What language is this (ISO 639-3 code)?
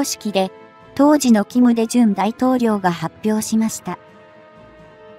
jpn